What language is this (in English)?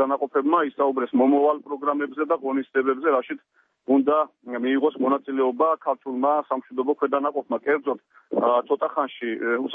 Georgian